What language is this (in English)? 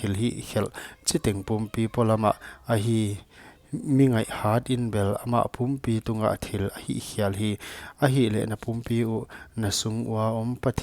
Paite Chin